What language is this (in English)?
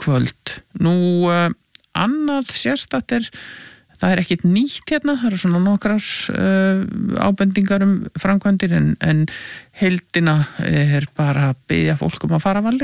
Icelandic